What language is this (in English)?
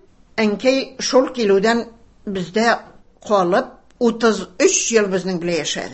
Tatar